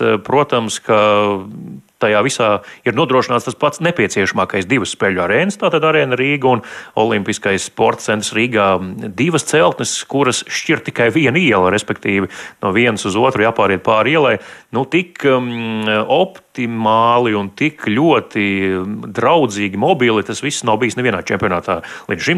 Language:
Latvian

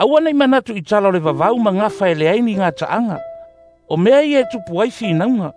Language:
Samoan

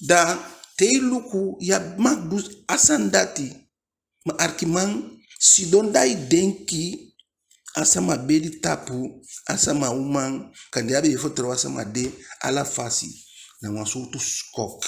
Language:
Eastern Maroon Creole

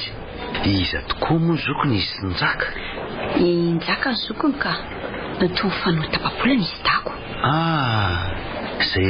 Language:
Malagasy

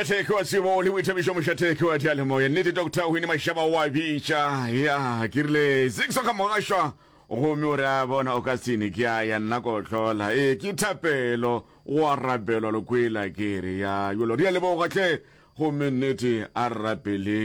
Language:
Northern Sotho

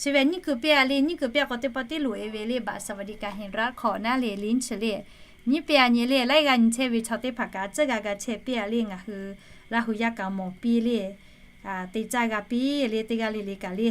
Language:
Lahu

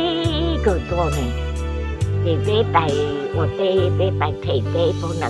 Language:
Hmong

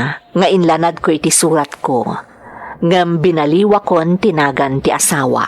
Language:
Iloko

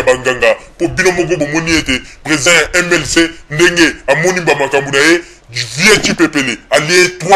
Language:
Lingala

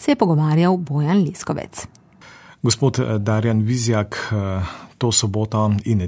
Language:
Slovenian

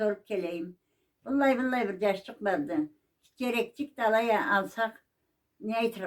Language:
Karachay-Balkar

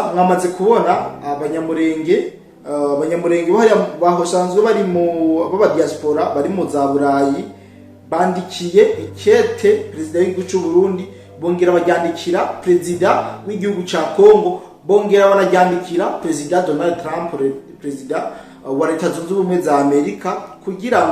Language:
Rundi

